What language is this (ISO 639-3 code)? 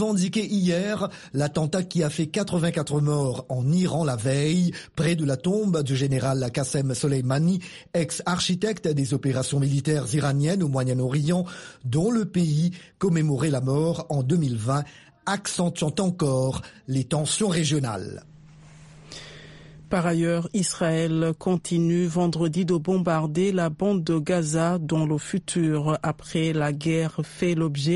fra